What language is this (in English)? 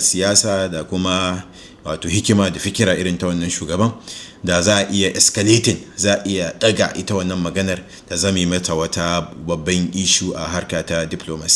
Hausa